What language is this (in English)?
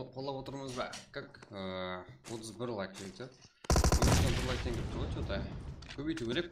Kara-Kalpak